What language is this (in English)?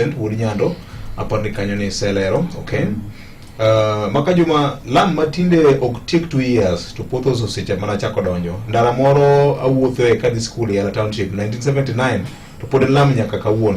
Luo (Kenya and Tanzania)